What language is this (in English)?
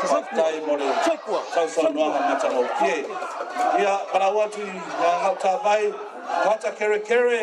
Samoan